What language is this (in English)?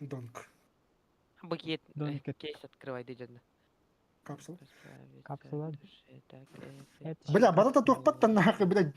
Yakut